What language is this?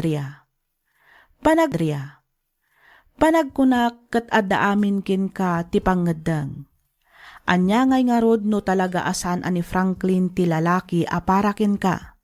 Iloko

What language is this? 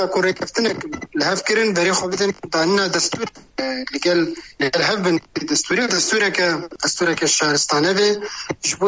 Kurdish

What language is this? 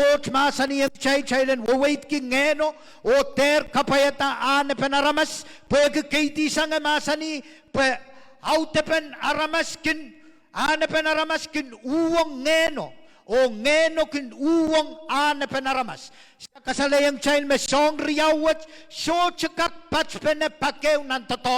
Pohnpeian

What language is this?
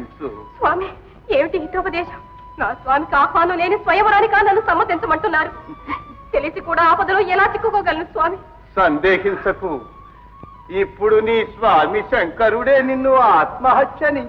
Telugu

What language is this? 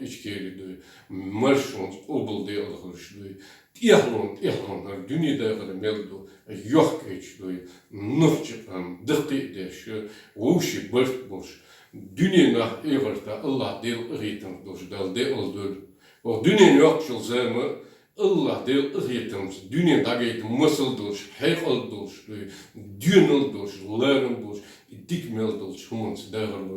Chechen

